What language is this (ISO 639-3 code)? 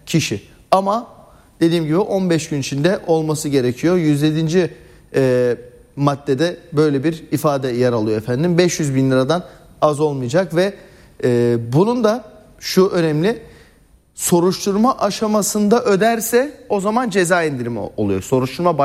tur